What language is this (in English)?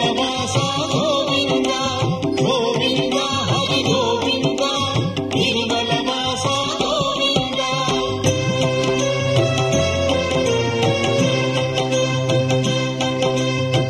Telugu